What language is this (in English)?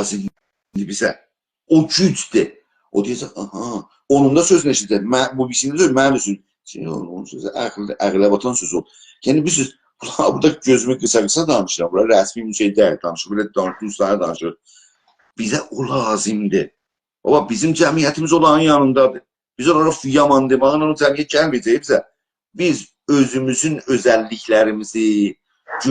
South Azerbaijani